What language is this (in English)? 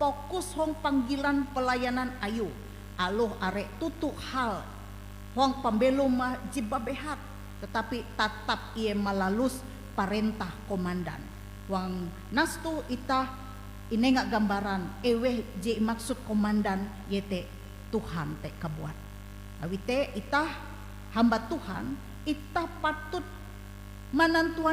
Ngaju